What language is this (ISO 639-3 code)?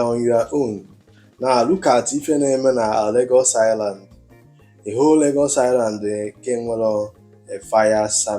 ibo